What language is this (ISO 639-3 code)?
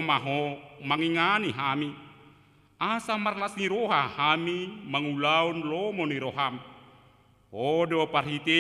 bbc